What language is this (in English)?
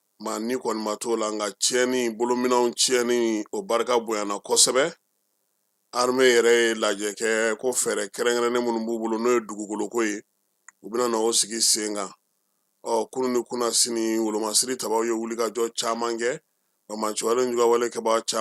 Bambara